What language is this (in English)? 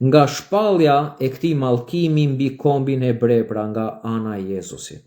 Albanian